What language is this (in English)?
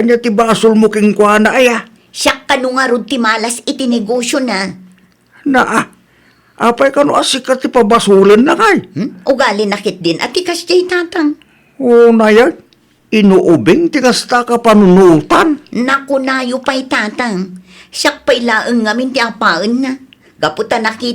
Iloko